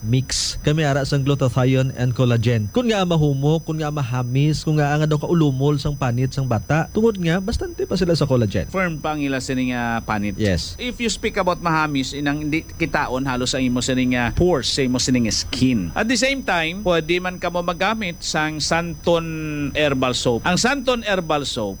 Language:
Hiligaynon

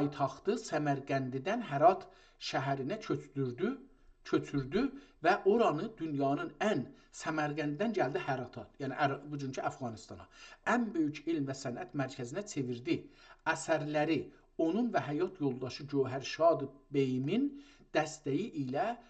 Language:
South Azerbaijani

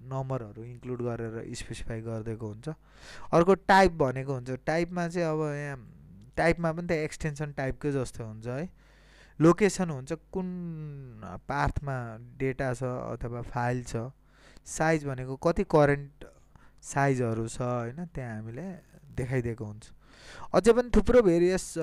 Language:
Nepali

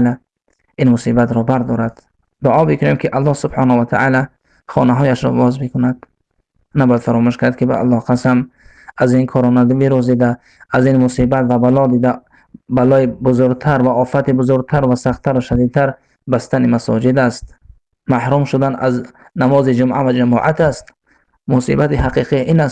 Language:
Persian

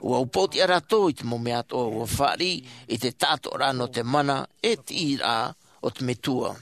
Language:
Tahitian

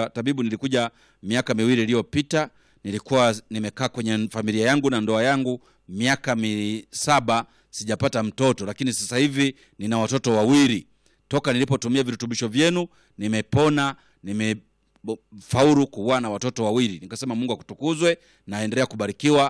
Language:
Swahili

